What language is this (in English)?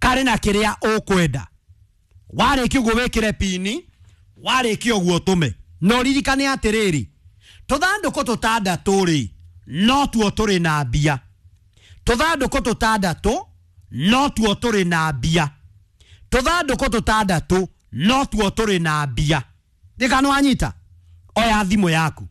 Kikuyu